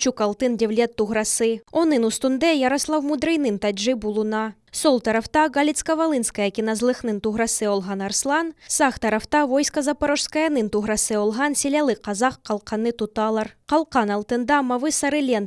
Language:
Crimean Tatar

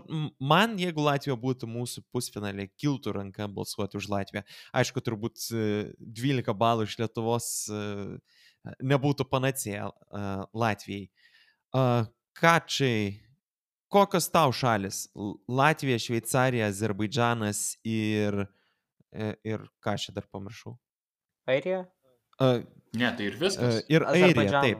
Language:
Lithuanian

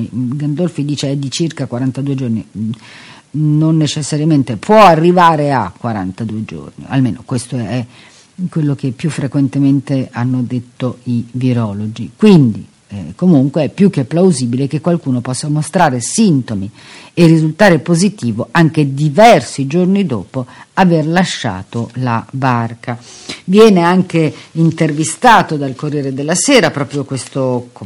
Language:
Italian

